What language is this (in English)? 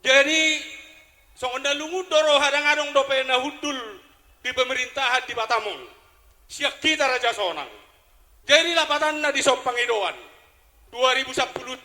Batak Toba